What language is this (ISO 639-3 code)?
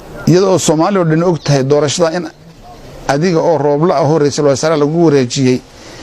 som